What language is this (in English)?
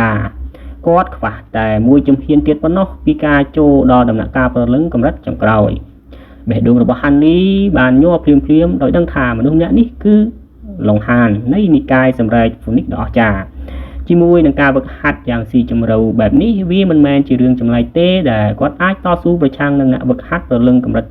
Khmer